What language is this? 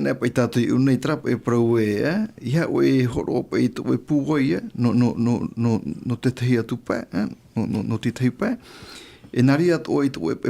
Tahitian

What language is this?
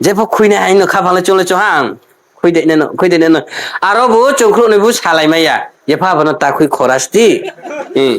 Riang (India)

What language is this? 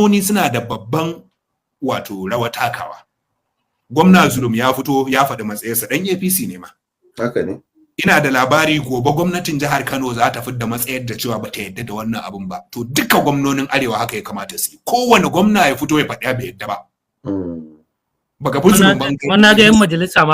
Hausa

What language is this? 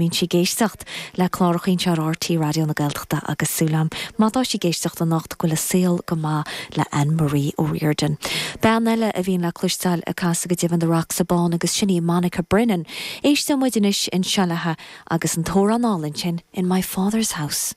Irish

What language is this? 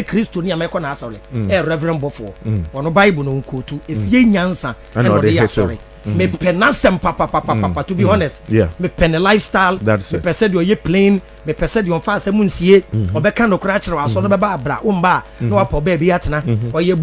Akan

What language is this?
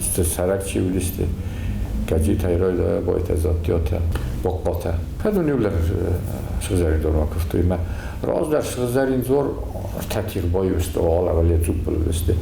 Ossetic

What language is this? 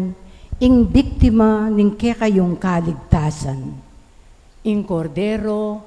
Pampanga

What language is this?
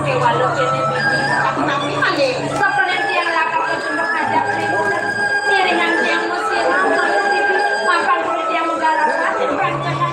Balinese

